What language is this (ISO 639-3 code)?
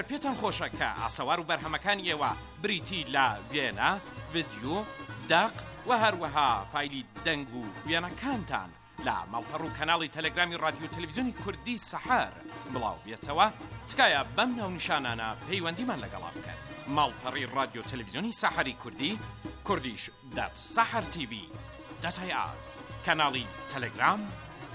ckb